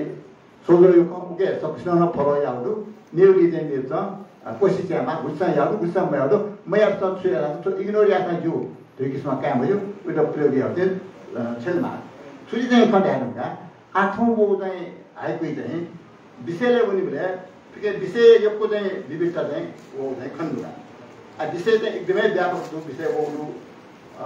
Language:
Newari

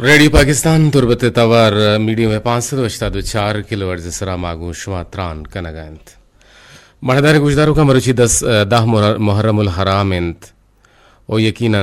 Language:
Eastern Balochi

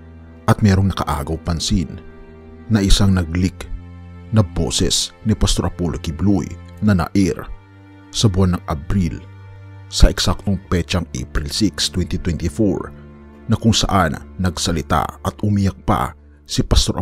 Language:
Filipino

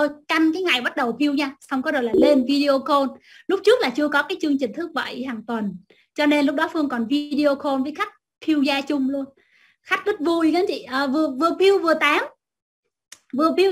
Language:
Vietnamese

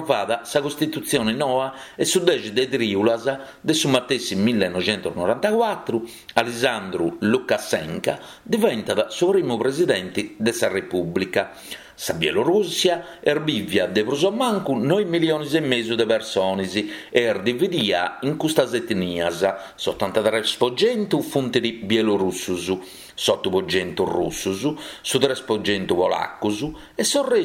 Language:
Sardinian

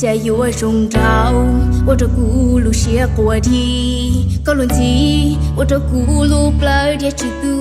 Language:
Hmong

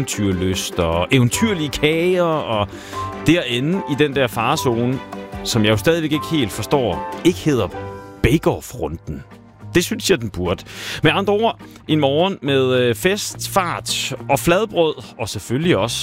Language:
Danish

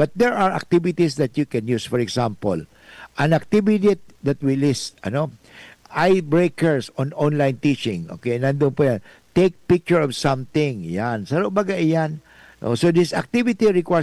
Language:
Bikol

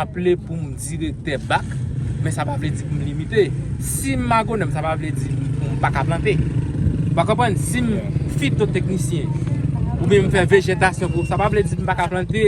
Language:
Haitian Creole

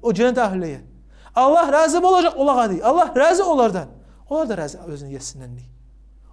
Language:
Kumyk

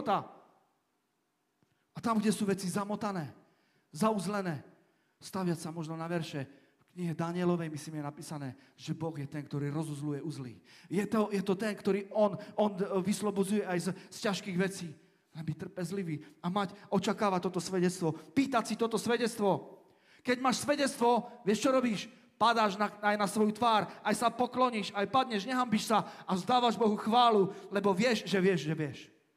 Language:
Slovak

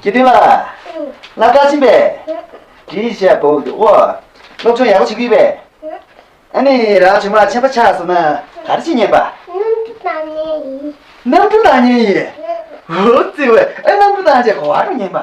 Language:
Tibetan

